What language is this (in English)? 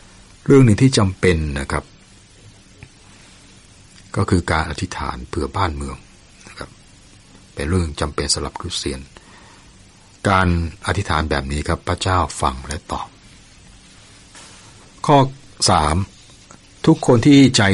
Thai